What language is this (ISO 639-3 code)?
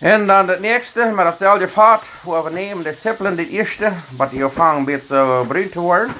pdt